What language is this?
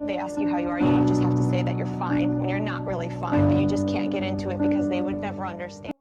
Welsh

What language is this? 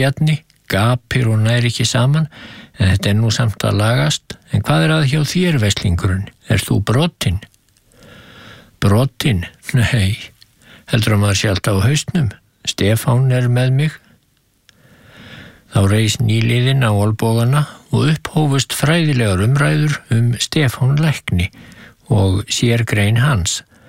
Icelandic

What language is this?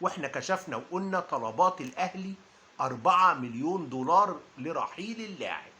Egyptian Arabic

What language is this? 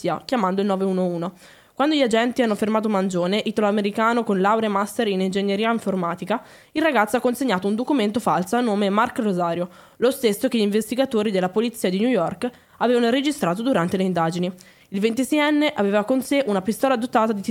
Italian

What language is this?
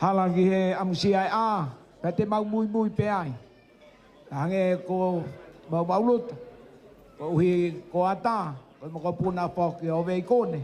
Tongan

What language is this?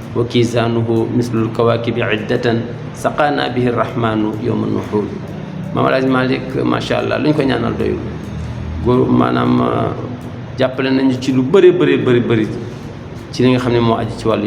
Wolof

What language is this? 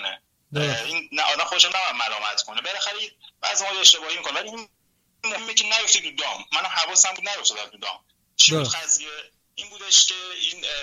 Persian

